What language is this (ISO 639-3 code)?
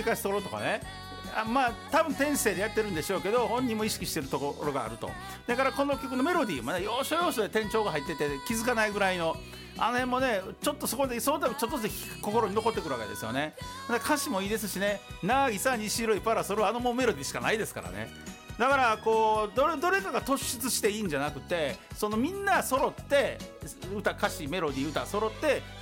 jpn